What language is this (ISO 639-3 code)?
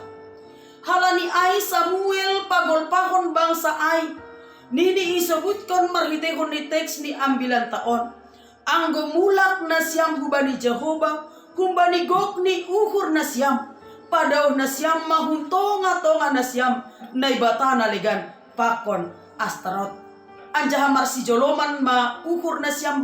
bts